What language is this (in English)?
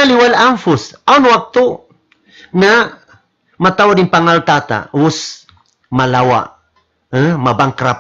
Tausug